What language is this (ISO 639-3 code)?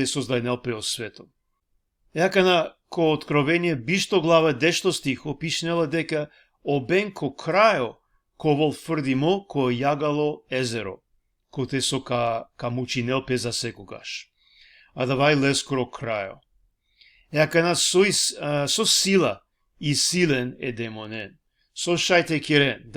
rmn